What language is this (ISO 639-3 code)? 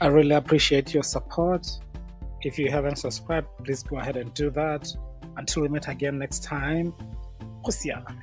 tsn